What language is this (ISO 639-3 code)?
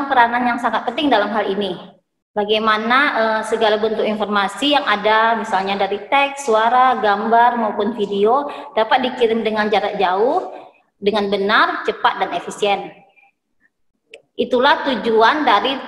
ind